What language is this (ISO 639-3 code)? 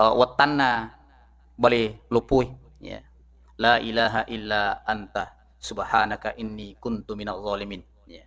bug